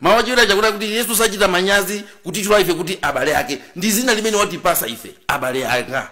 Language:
Nyanja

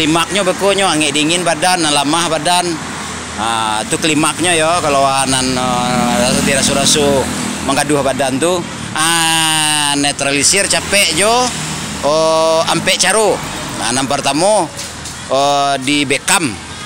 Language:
Minangkabau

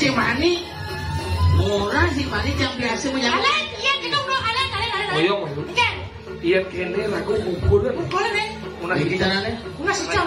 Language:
Balinese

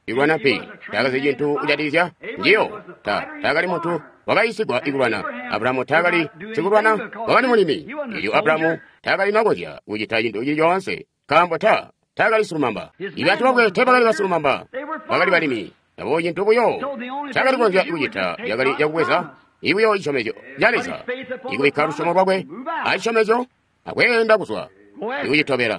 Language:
Tonga (Zambia)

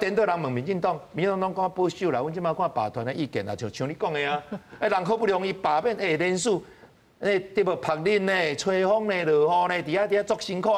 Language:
Min Nan Chinese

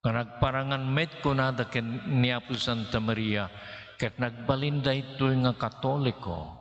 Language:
Iloko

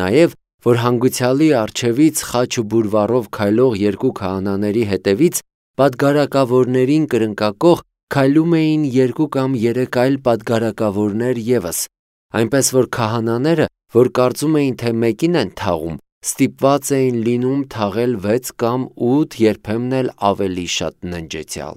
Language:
Armenian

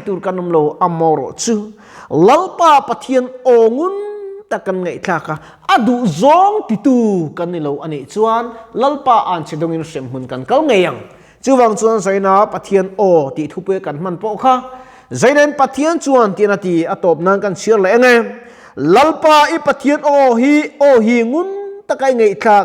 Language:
Mizo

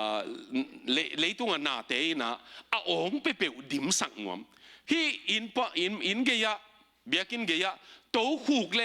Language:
Tedim Chin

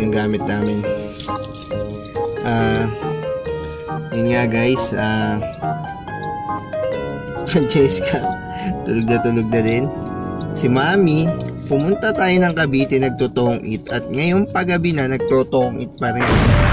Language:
Filipino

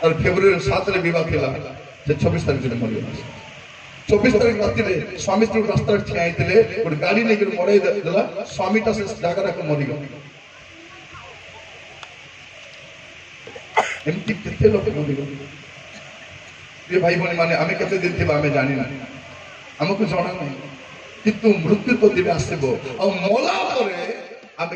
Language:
Odia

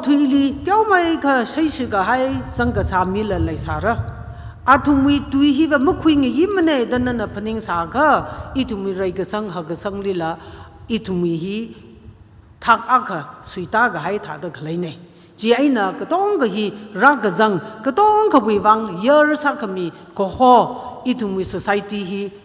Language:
Tangkhul Naga (India)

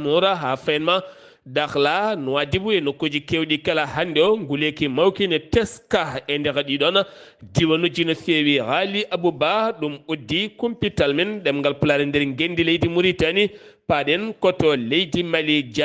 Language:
Fula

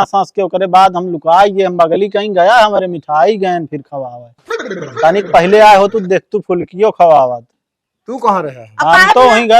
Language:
Awadhi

